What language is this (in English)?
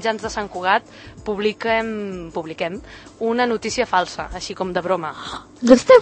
Catalan